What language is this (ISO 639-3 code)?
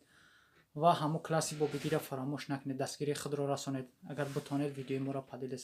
tgk